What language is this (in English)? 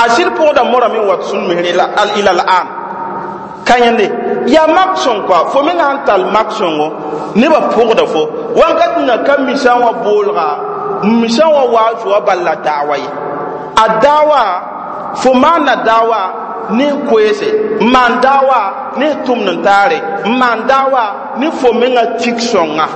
Mossi